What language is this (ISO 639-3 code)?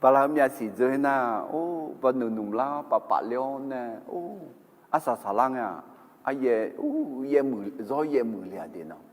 ahk